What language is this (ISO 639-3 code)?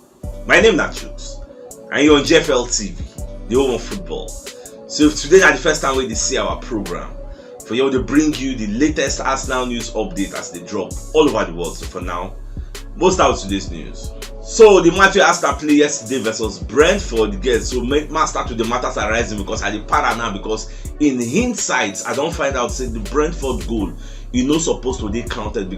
pcm